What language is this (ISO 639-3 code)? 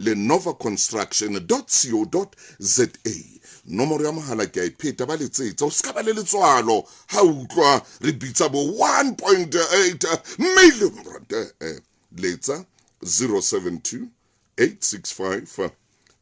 sot